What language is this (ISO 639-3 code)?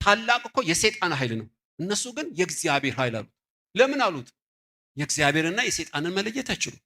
amh